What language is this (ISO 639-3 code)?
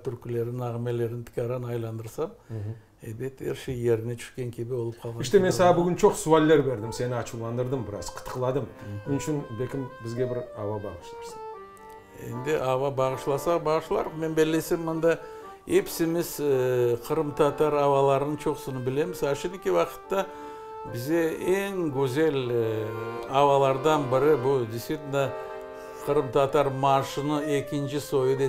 crh